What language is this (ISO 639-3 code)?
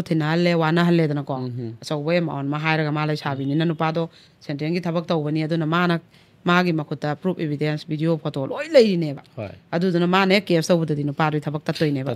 mni